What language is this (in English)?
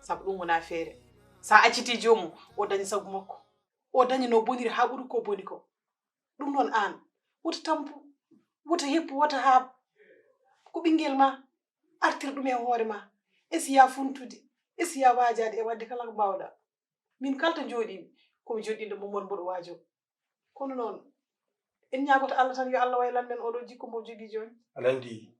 Fula